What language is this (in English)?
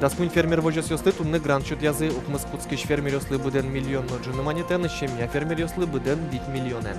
Udmurt